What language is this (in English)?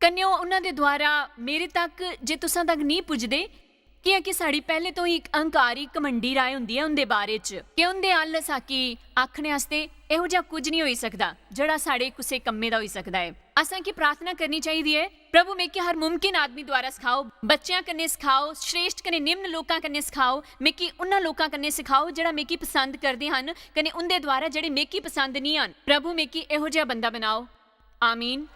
Dogri